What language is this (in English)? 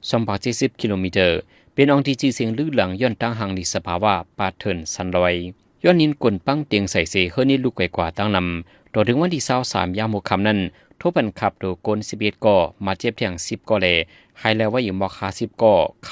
Shan